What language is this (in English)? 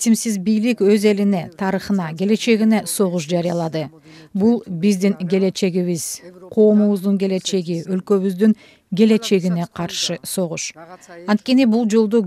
Kyrgyz